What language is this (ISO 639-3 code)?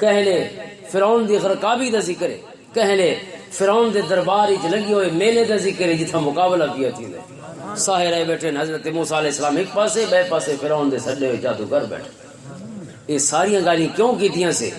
lah